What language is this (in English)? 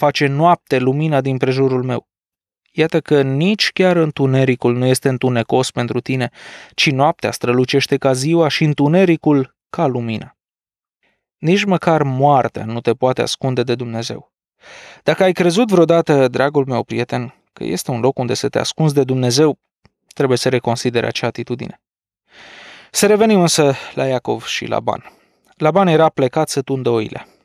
Romanian